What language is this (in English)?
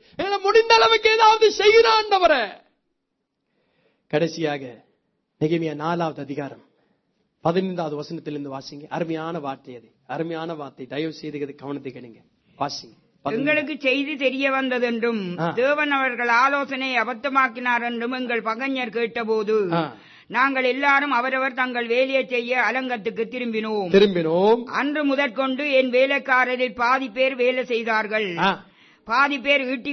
Tamil